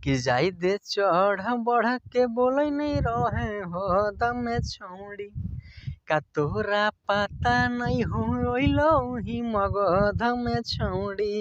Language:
Magahi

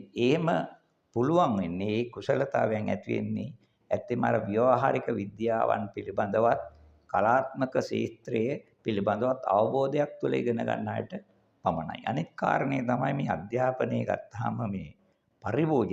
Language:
Sinhala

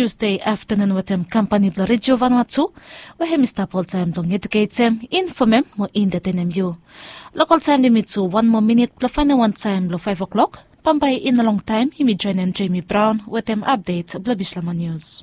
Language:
Bislama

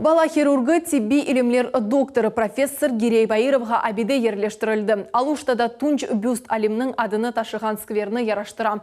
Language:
Crimean Tatar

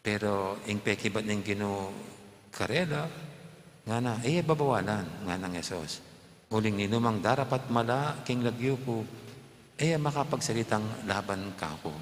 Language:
Pampanga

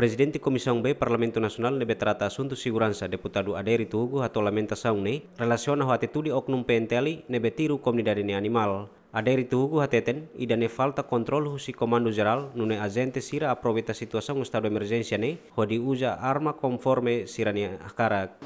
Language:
Tetum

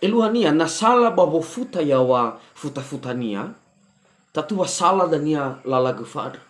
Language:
Nias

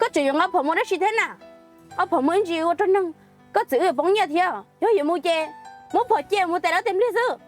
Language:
Hmong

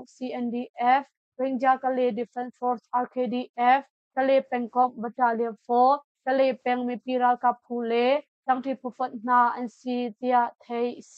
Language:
Hakha Chin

